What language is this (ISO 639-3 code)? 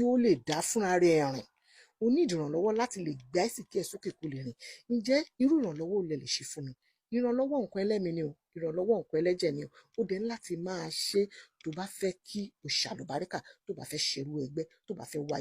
yor